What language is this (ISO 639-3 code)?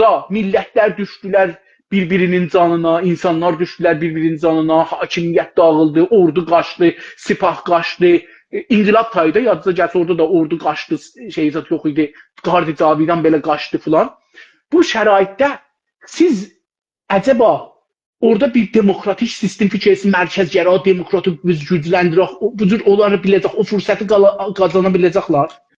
azb